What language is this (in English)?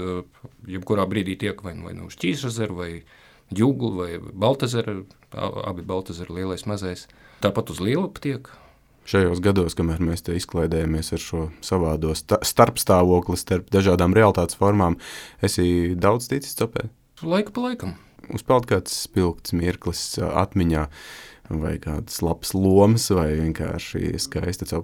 Latvian